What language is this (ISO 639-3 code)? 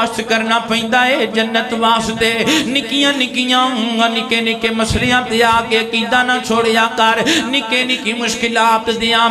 lah